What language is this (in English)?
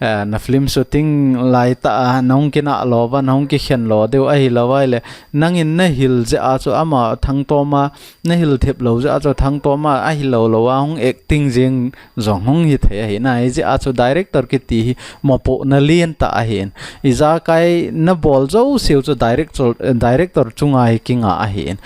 Thado Chin